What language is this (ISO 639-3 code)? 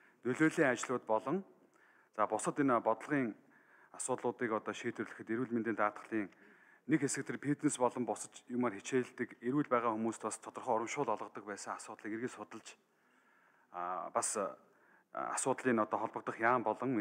mon